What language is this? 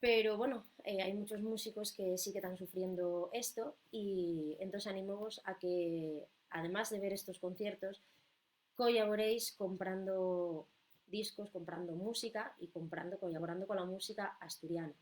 Asturian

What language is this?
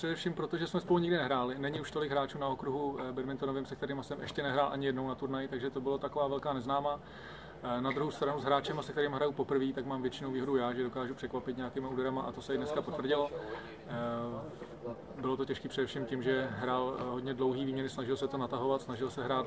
Czech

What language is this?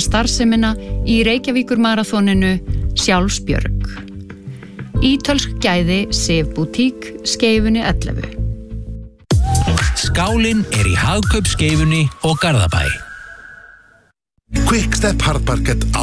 Icelandic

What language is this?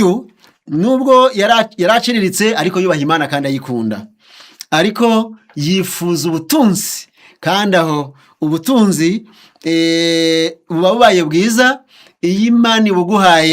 Kinyarwanda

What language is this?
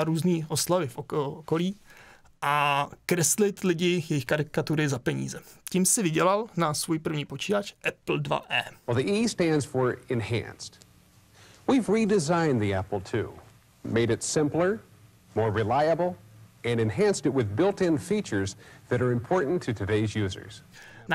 Czech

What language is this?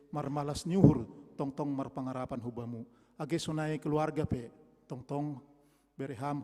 Batak Simalungun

